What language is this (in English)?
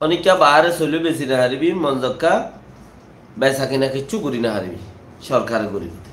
Rohingya